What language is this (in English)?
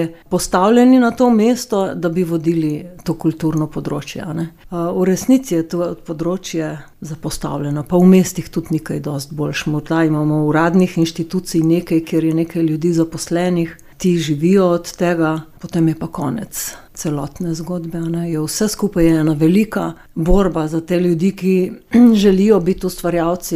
Slovenian